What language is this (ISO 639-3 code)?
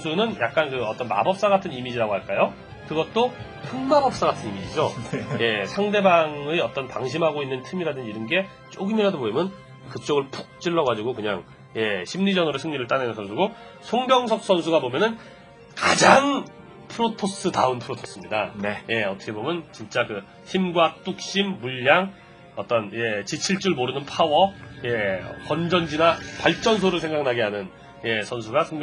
kor